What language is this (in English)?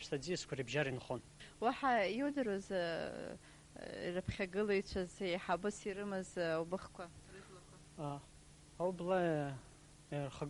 Abkhazian